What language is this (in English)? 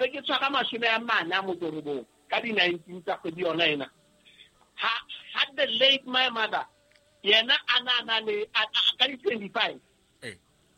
Southern Sotho